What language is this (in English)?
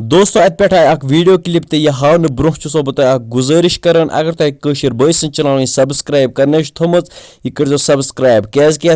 Kashmiri